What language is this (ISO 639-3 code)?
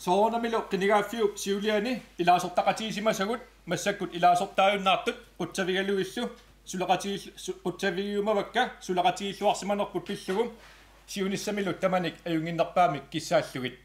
kal